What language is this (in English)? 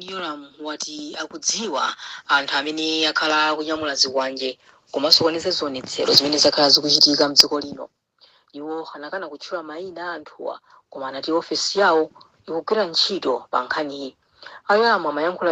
Nyanja